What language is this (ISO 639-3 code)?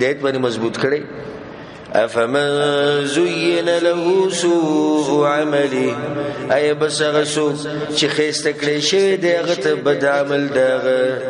pus